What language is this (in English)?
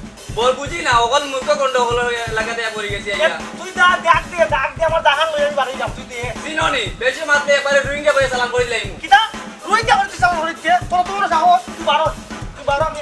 Sylheti